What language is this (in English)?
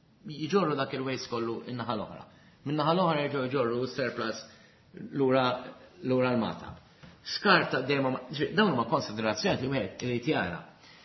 Maltese